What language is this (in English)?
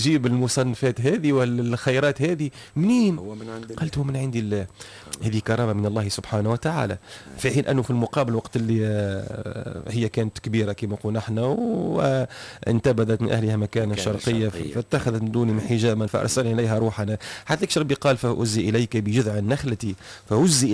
Tunisian Arabic